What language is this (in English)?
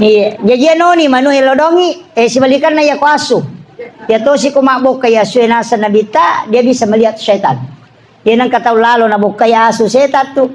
Buginese